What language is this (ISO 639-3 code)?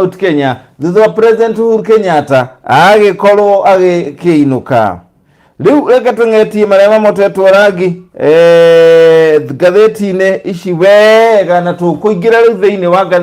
kik